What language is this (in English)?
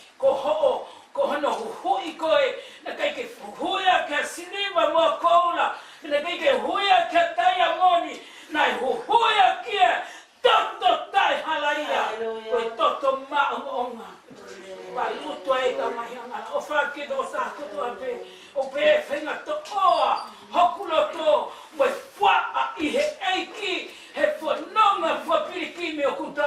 Tongan